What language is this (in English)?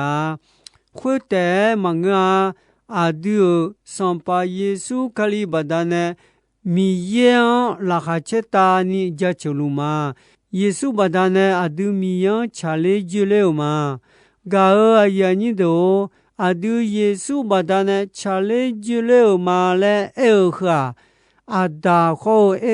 Akha